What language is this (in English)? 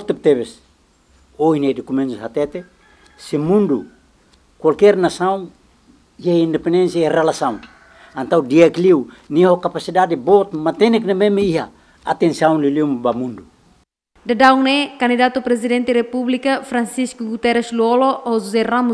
Tetum